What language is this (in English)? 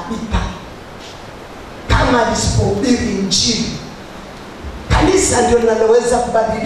Swahili